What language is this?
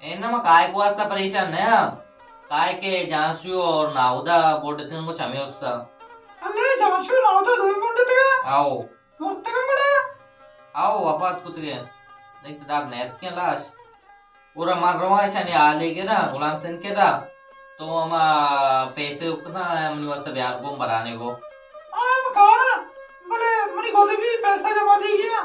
Baluchi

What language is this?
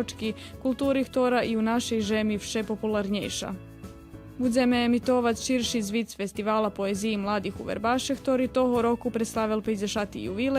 Rusyn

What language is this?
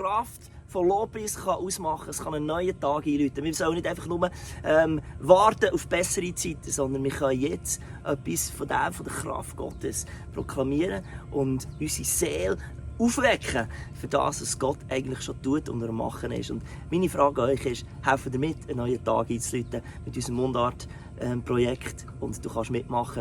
Swiss German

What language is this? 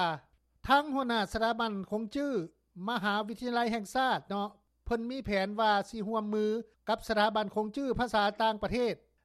Lao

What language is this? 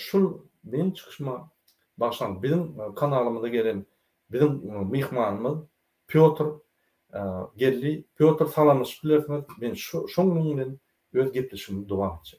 Turkmen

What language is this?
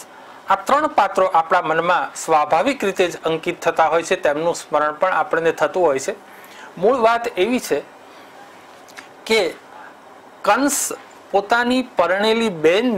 Gujarati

